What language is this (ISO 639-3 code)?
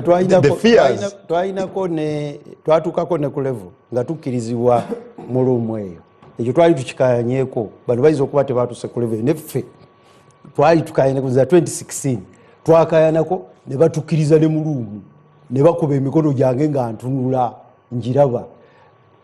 lug